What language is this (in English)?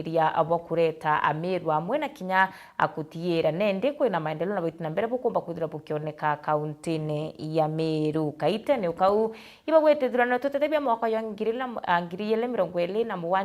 Meru